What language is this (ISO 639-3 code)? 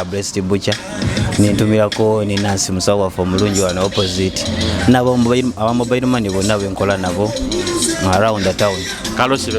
nyo